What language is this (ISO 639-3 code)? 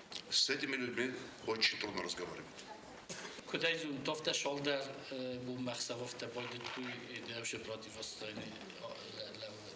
oss